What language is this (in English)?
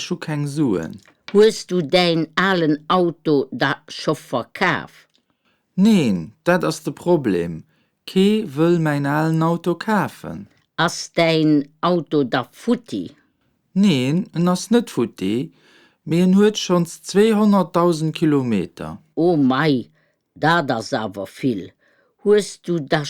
Luxembourgish